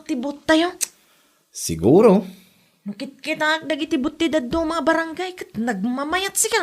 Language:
Iloko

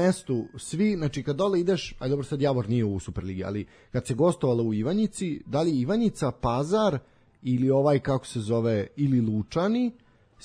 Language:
Serbian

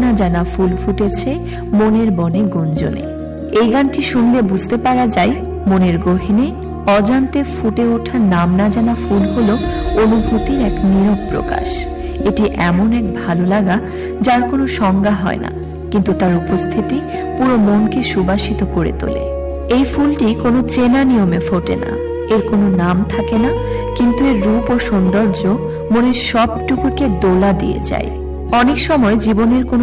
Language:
Bangla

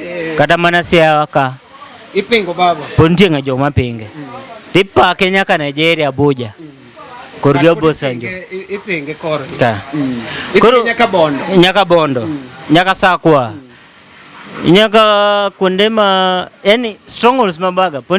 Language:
Luo (Kenya and Tanzania)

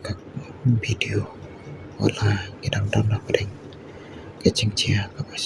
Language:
Khasi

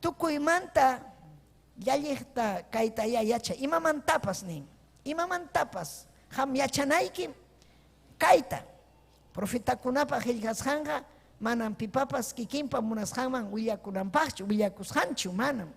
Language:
Ayacucho Quechua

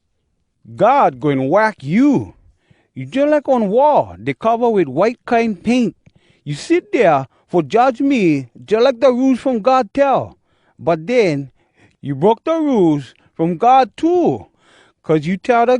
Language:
Hawai'i Creole English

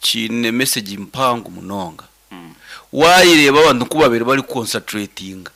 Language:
Nyankole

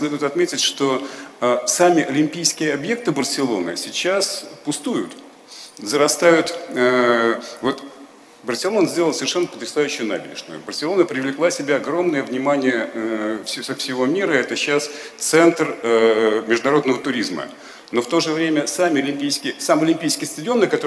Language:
Russian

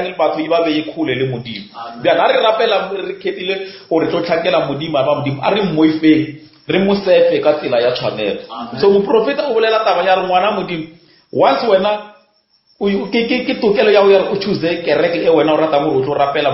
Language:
Northern Sotho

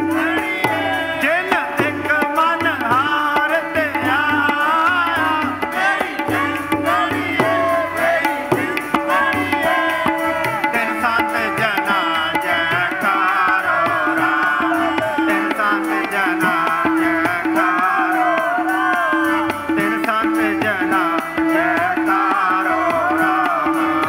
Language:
Punjabi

